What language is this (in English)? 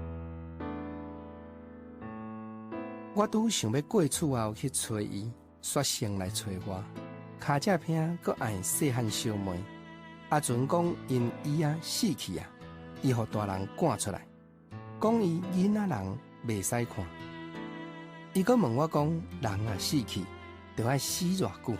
Min Nan Chinese